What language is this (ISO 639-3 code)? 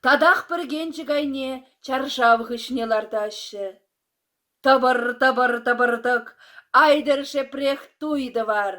chv